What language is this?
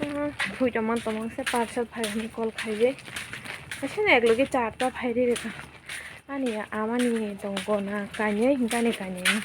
Kok Borok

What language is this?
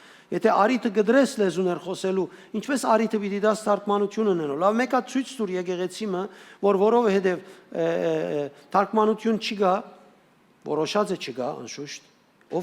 Western Armenian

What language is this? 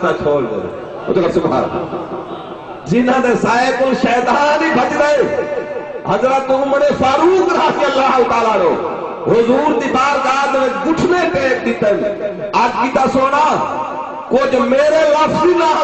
Saraiki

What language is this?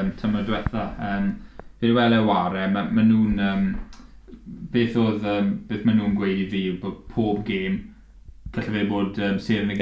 Welsh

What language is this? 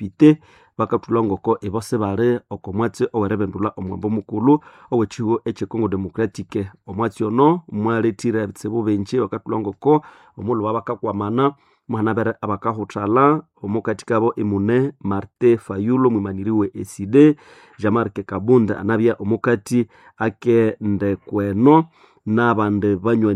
Nande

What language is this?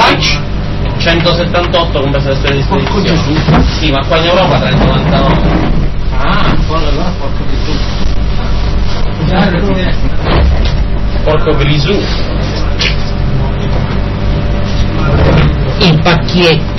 Italian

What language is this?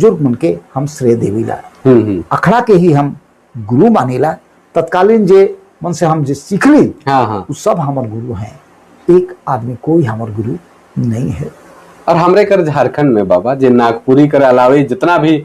Sadri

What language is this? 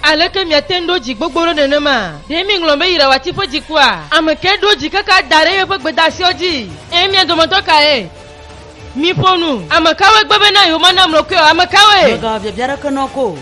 Ewe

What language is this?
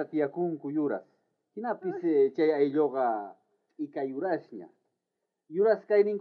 South Bolivian Quechua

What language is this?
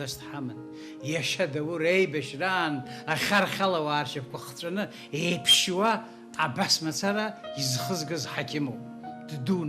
Abkhazian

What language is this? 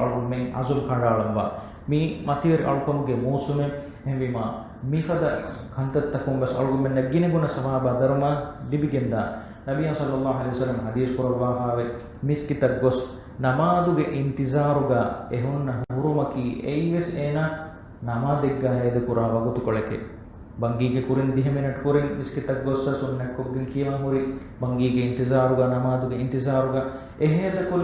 Divehi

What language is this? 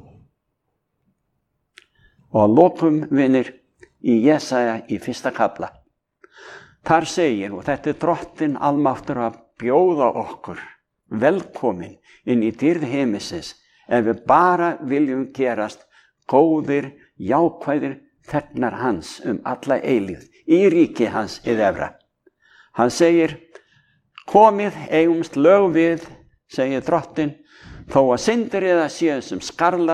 Icelandic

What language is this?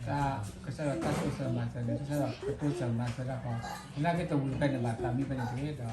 S'gaw Karen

